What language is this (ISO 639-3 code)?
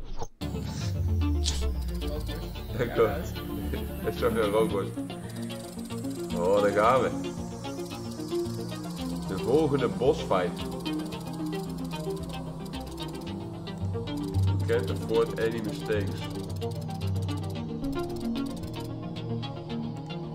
nld